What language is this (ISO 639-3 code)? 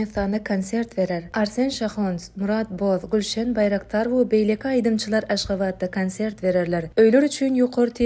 tuk